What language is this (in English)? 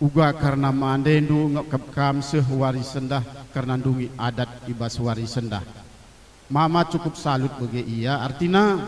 Batak Karo